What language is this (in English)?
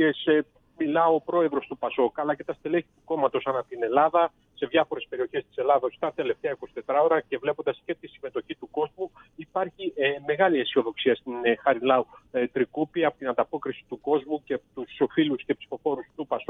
Greek